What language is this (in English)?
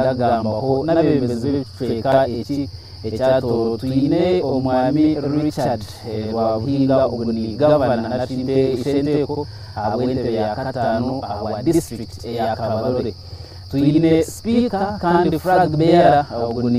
Nyankole